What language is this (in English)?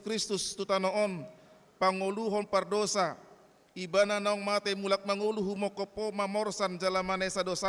Batak Toba